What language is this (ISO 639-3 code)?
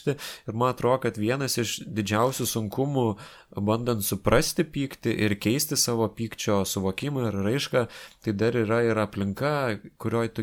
lit